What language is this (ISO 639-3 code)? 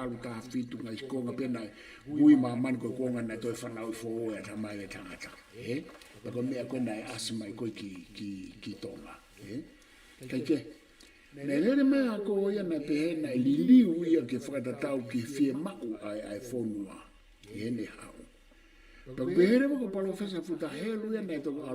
ton